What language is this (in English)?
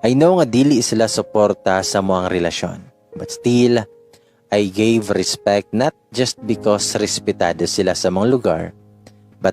Cebuano